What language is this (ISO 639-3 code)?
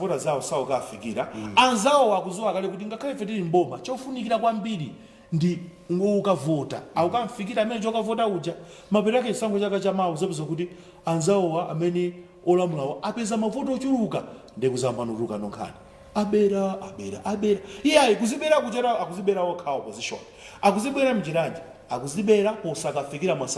nya